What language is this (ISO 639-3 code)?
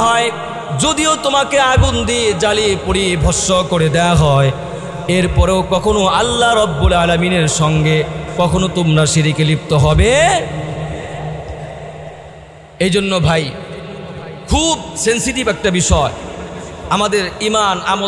ben